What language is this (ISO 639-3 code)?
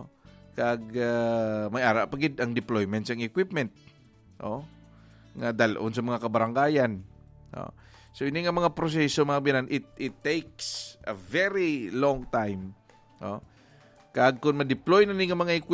hil